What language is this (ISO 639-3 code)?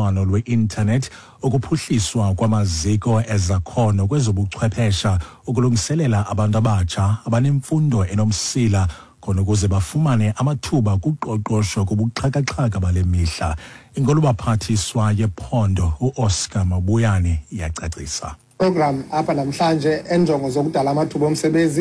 xho